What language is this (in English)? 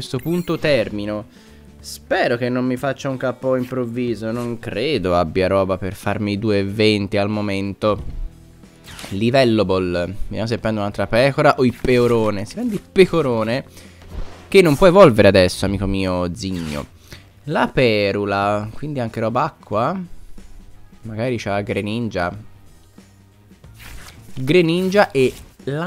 Italian